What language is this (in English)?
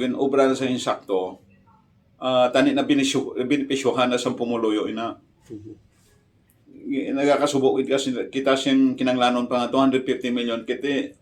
Hiligaynon